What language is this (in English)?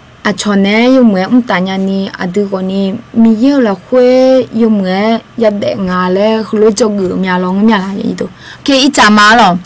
Akha